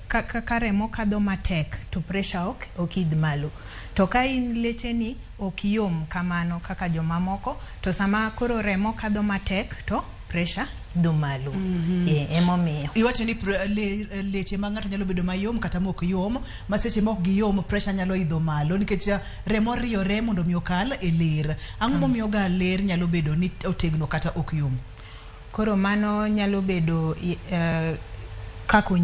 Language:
Luo (Kenya and Tanzania)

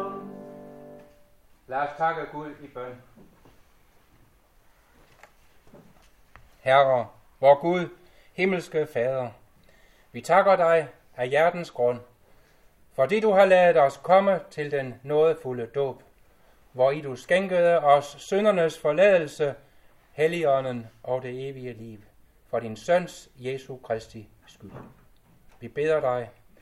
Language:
Danish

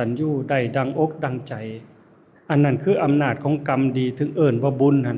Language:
Lao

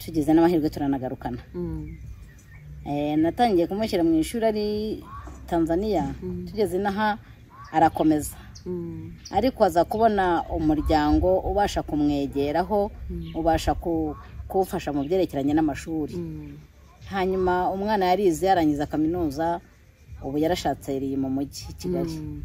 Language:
Kinyarwanda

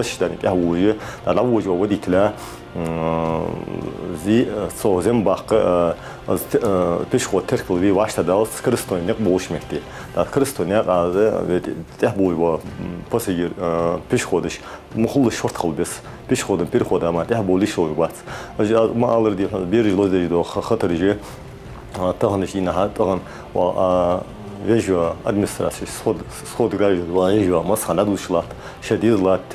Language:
Ingush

